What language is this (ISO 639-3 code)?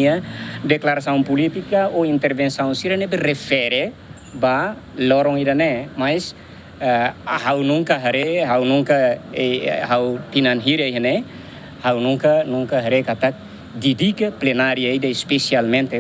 tet